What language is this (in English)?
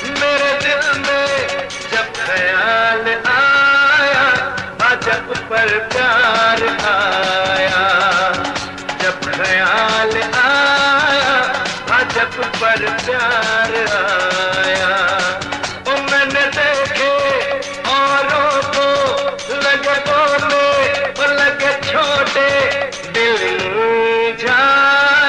Hindi